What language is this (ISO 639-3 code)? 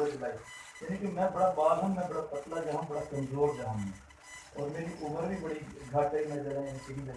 skr